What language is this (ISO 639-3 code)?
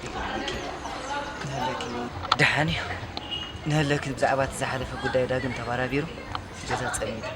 tir